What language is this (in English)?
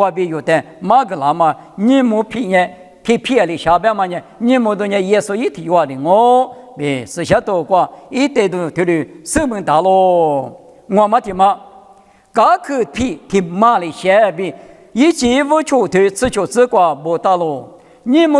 Lisu